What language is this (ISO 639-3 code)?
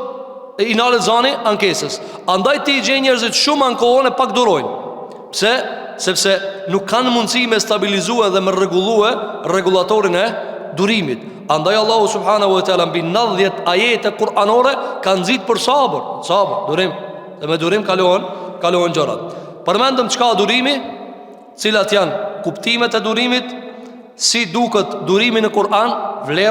sqi